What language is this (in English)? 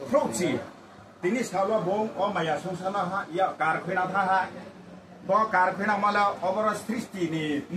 Riang (India)